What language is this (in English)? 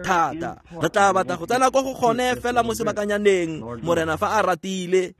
Tswana